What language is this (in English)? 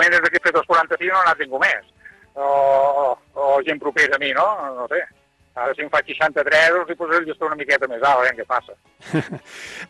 Catalan